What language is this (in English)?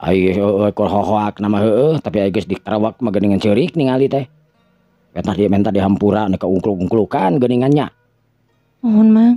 Sundanese